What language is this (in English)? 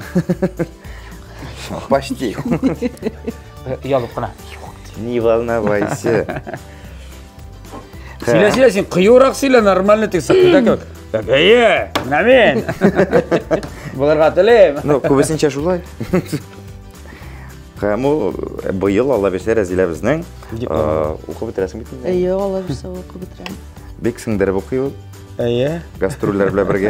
Tatar